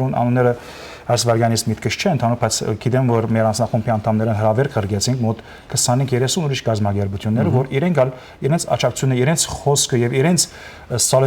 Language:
Western Armenian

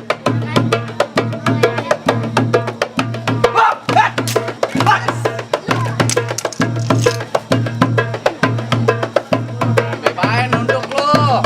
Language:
Betawi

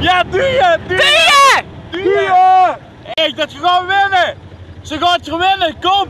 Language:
Limburgish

